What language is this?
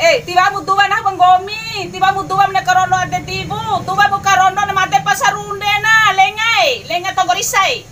Bima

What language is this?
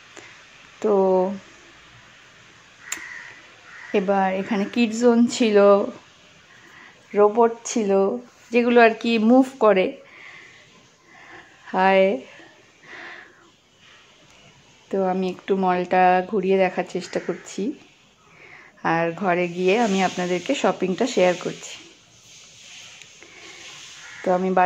Bangla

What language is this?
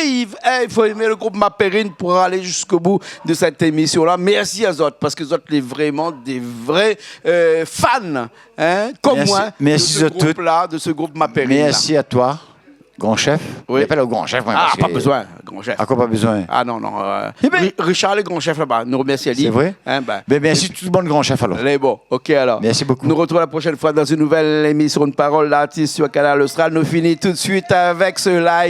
Réunion Creole French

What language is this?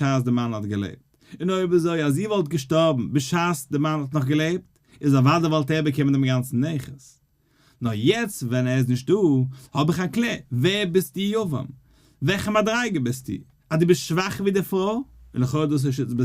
Yiddish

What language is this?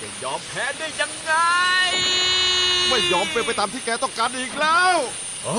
Lao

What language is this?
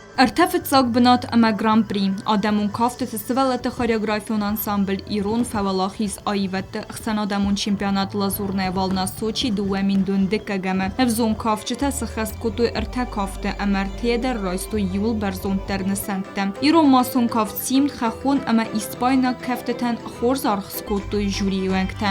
Ossetic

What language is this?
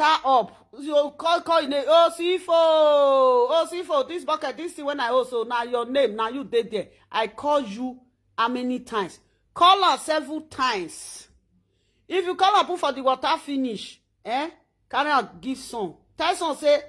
Nigerian Pidgin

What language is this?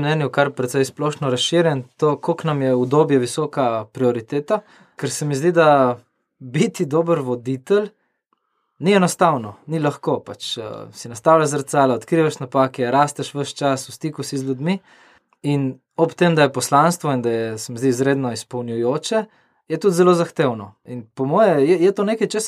Slovenian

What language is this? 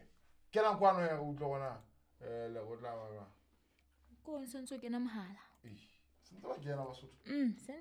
Southern Sotho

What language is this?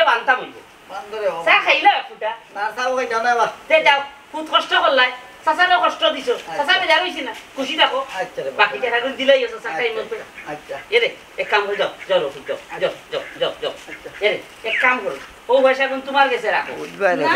Sylheti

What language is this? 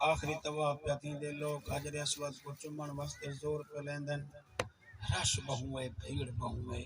Saraiki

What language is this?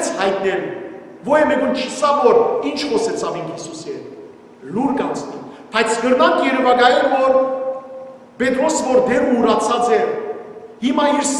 Western Armenian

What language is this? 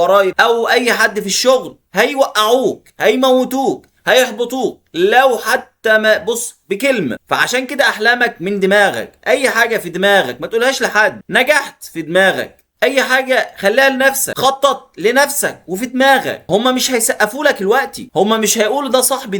Egyptian Arabic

